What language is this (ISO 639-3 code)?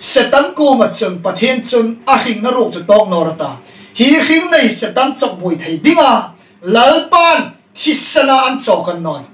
hmr